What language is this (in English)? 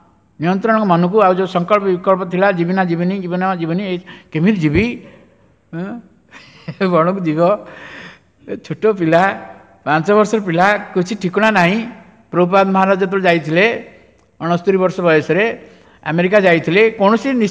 Odia